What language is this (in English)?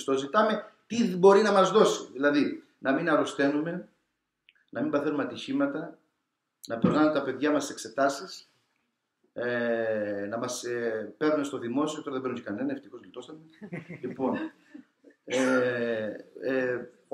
Greek